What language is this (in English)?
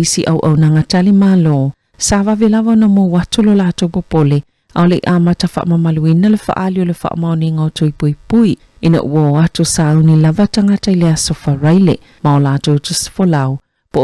Samoan